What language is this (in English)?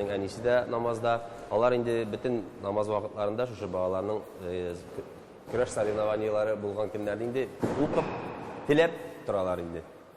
Tatar